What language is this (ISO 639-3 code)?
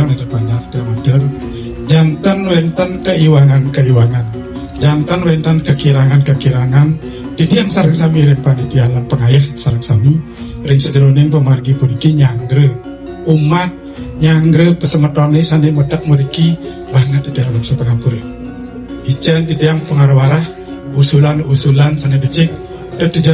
ban